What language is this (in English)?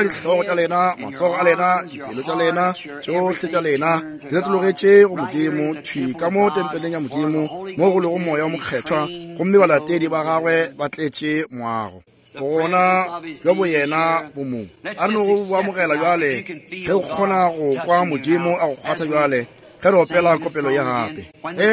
Northern Sotho